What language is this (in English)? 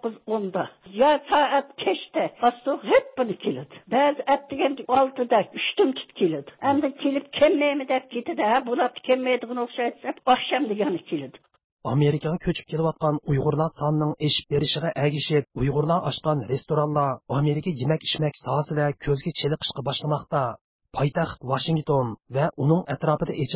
Uyghur